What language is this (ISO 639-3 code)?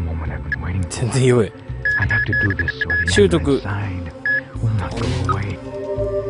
jpn